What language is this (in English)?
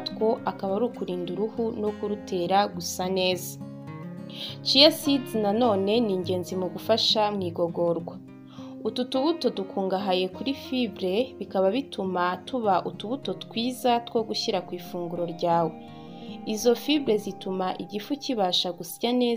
Kinyarwanda